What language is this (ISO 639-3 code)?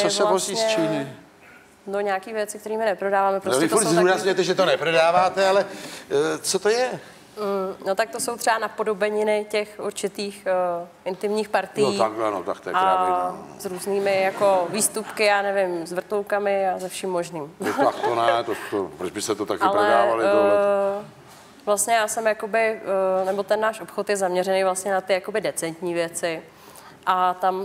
ces